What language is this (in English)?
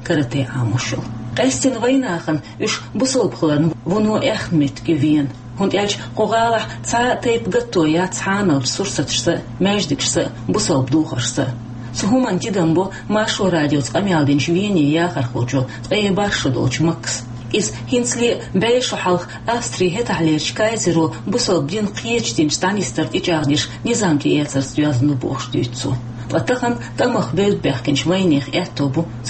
Chechen